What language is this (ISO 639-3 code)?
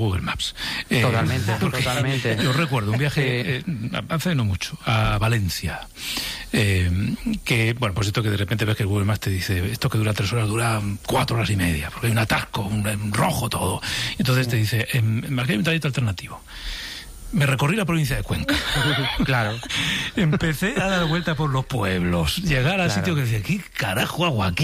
spa